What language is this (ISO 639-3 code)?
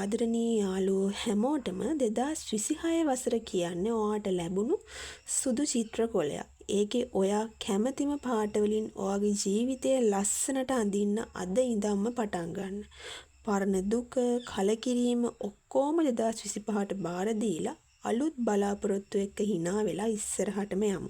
sin